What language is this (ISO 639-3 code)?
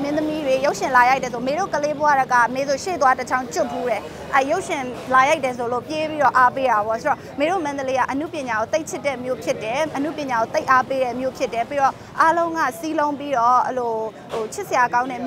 mya